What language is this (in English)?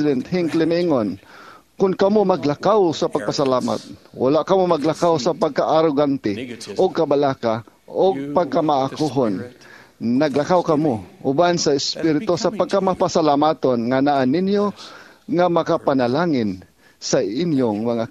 Cebuano